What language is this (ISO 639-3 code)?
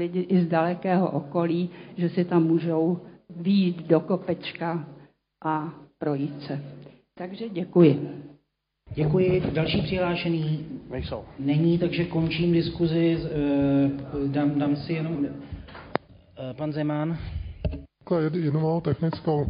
ces